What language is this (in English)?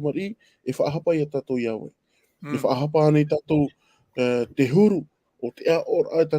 Tahitian